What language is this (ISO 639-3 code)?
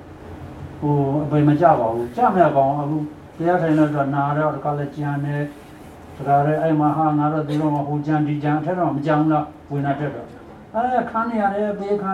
mya